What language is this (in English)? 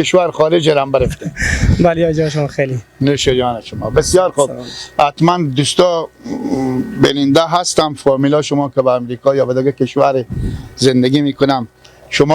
Persian